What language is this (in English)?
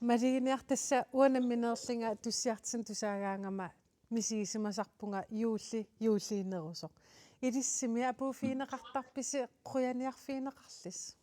Kalaallisut